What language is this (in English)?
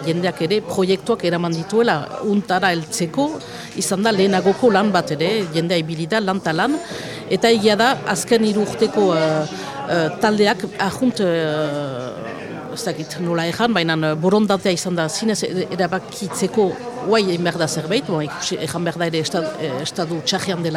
Basque